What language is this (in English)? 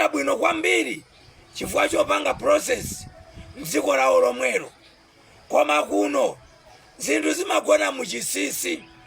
Nyanja